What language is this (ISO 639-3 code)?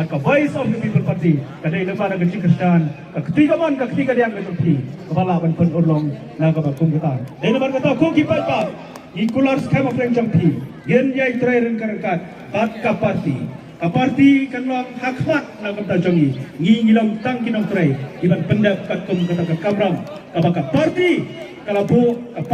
kha